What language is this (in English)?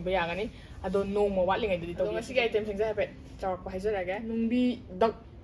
Manipuri